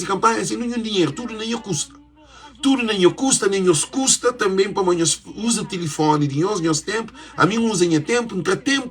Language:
Kabuverdianu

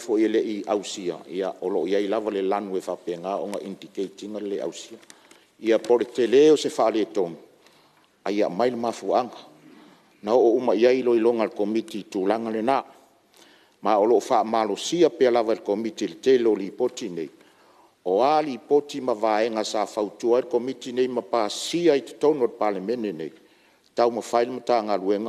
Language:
Samoan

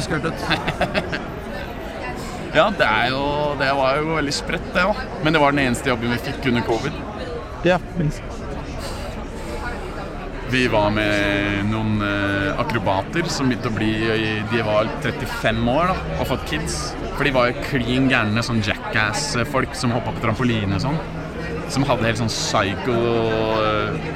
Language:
Norwegian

